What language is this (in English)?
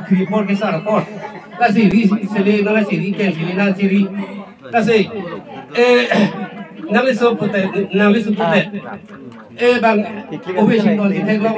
Karbi